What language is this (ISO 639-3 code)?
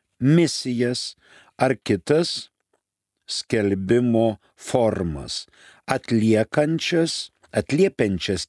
lit